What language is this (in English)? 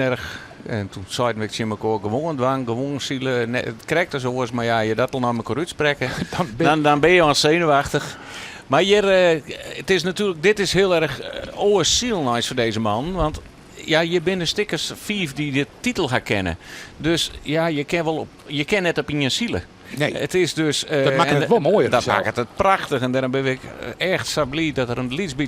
Western Frisian